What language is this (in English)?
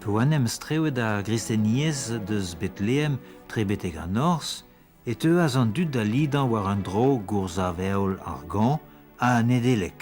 Breton